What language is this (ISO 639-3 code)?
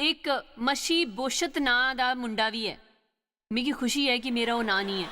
doi